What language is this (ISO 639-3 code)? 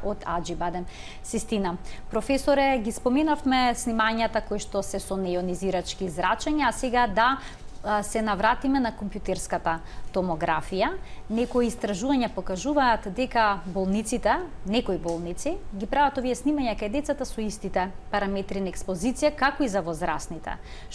mkd